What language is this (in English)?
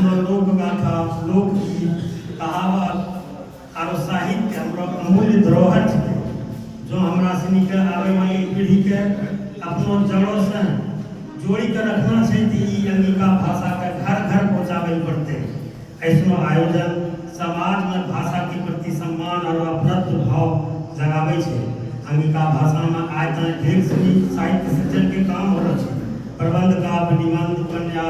Angika